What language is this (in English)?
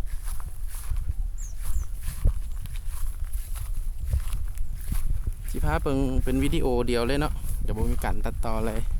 Lao